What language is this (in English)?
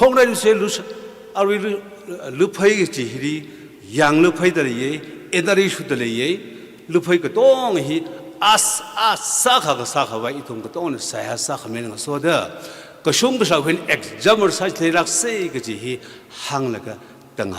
Tangkhul Naga (India)